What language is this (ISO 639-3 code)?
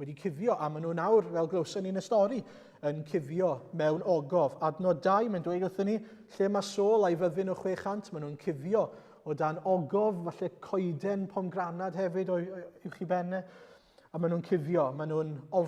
cym